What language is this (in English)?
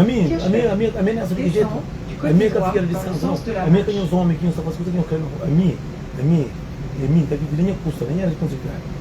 Kabuverdianu